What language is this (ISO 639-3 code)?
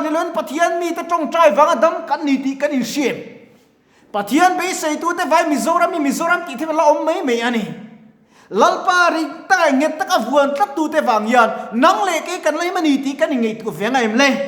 lus